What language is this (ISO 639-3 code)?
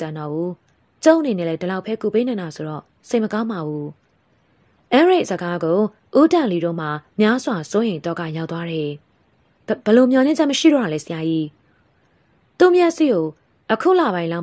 mya